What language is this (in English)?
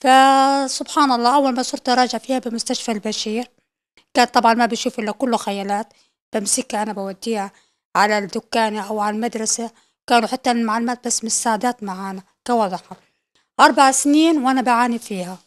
North Levantine Arabic